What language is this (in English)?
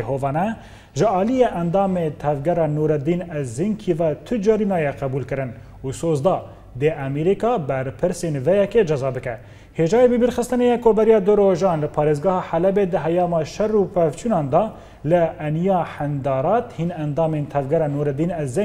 Kurdish